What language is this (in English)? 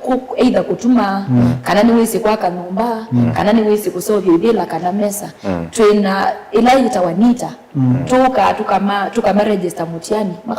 Kamba